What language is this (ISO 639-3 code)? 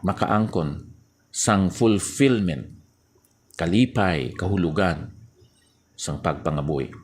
hil